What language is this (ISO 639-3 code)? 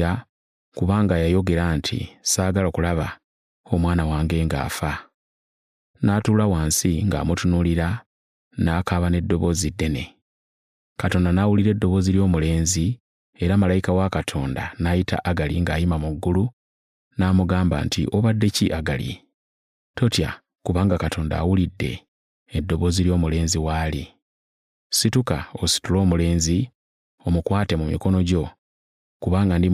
lug